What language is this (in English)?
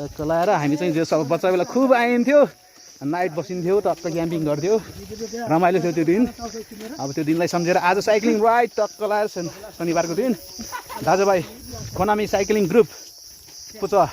Nepali